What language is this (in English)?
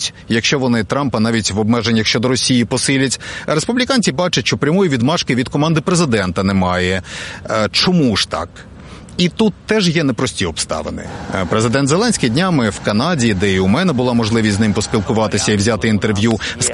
Ukrainian